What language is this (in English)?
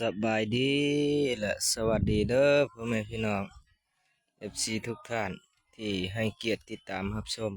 Lao